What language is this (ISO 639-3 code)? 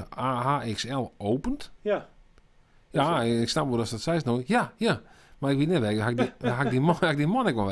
fry